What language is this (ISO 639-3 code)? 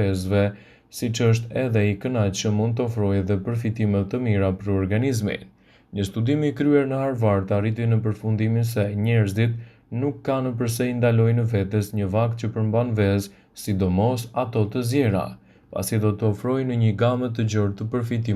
sqi